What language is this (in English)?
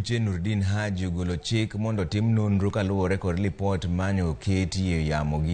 Luo (Kenya and Tanzania)